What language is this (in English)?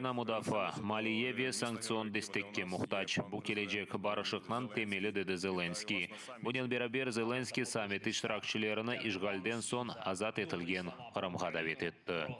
Crimean Tatar